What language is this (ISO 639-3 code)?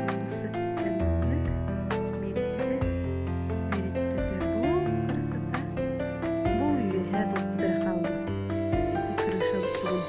sah